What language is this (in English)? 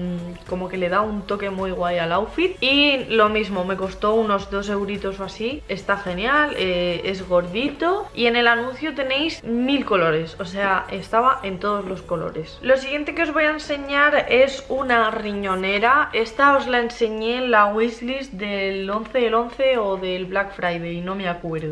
Spanish